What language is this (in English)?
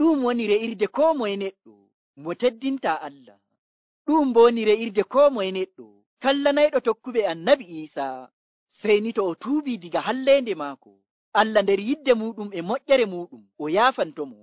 Nigerian Fulfulde